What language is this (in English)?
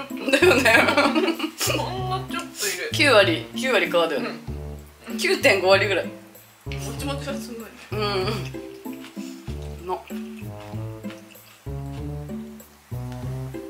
Japanese